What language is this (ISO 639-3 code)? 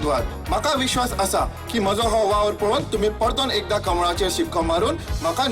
kok